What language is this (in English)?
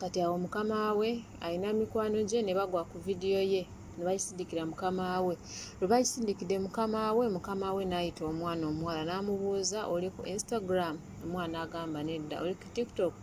Ganda